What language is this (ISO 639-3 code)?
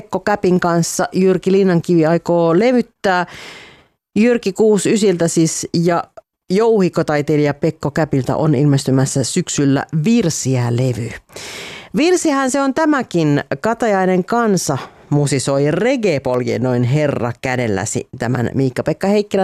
fin